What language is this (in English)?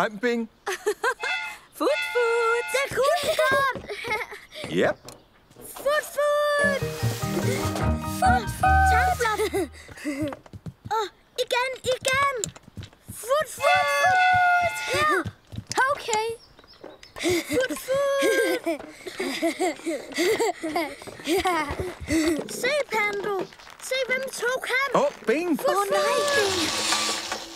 Danish